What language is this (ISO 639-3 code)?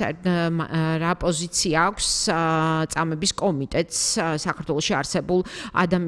kat